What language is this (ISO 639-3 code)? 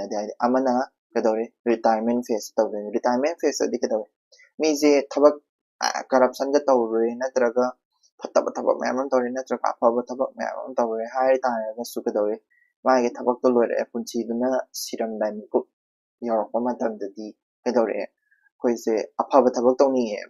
mni